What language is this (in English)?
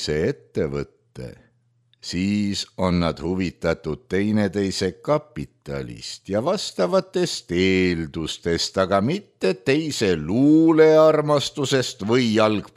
Estonian